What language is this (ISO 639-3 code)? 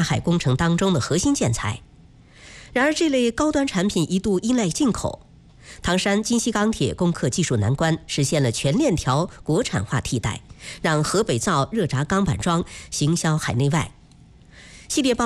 zho